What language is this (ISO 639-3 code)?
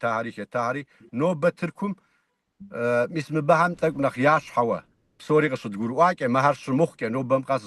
kbd